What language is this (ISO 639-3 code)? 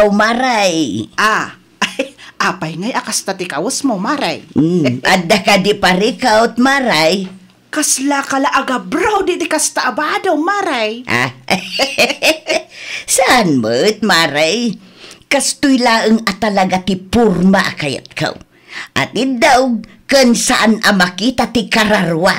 ilo